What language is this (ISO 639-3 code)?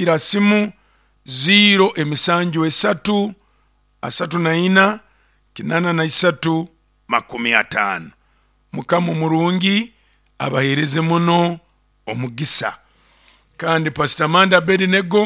nyo